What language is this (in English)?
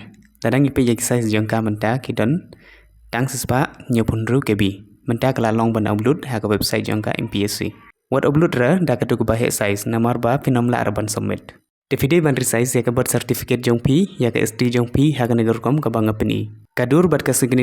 Khasi